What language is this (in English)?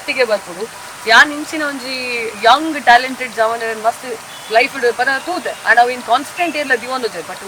Tulu